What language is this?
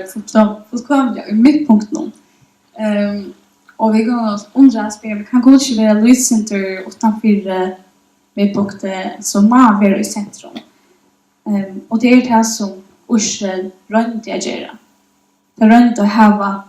Faroese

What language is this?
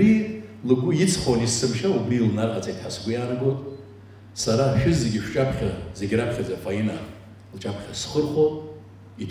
Abkhazian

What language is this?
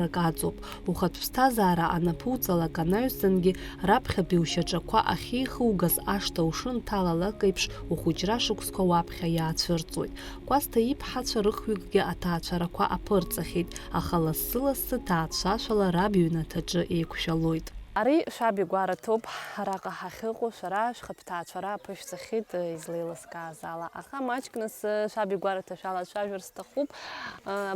Abkhazian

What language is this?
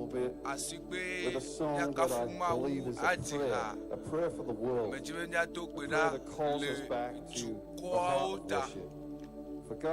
Ewe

